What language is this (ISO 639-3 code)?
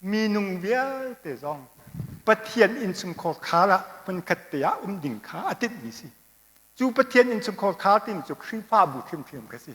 cnh